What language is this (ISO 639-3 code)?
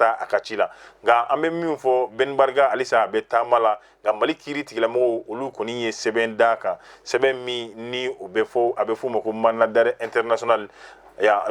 bam